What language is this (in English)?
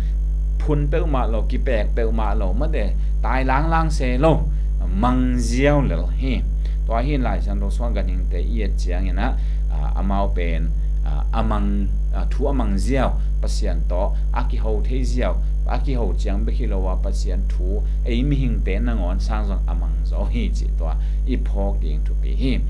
Tedim Chin